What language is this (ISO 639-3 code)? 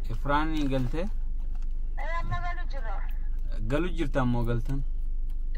orm